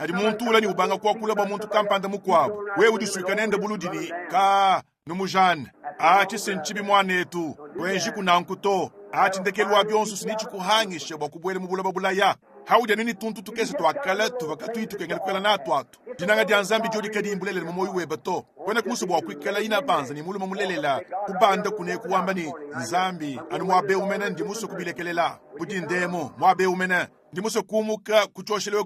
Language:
Luba-Lulua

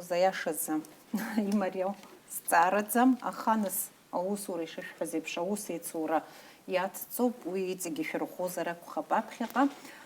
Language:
Abkhazian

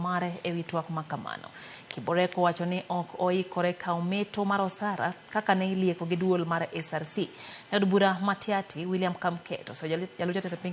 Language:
Luo (Kenya and Tanzania)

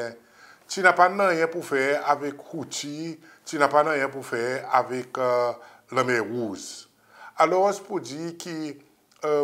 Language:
Seselwa Creole French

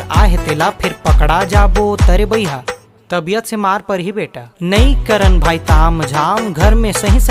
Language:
Chhattisgarhi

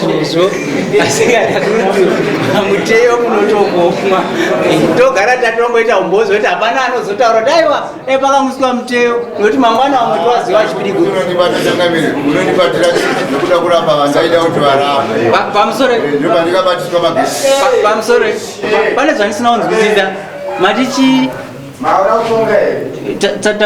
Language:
Shona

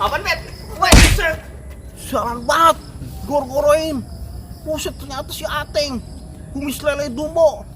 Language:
Betawi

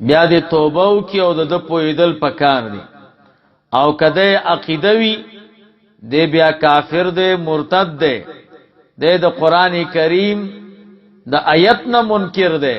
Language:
Pashto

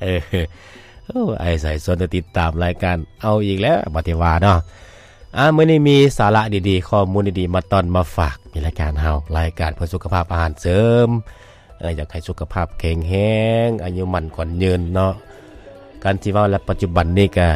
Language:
Lao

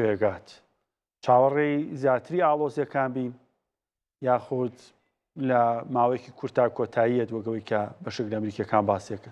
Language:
Central Kurdish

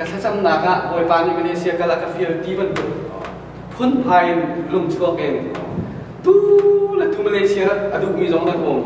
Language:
Hakha Chin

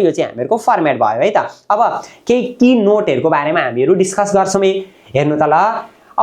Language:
Nepali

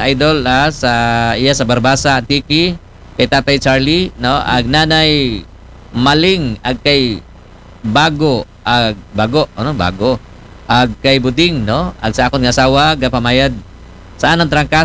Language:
Aklanon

